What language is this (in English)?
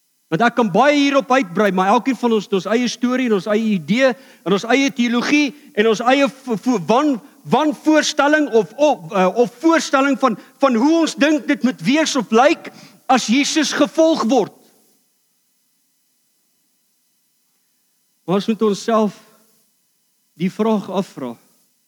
Afrikaans